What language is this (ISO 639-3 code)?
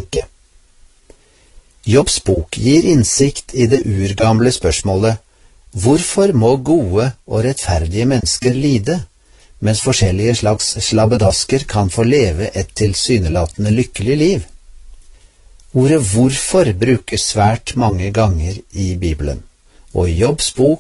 nor